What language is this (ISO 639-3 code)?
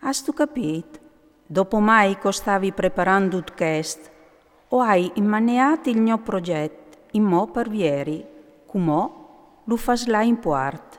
fur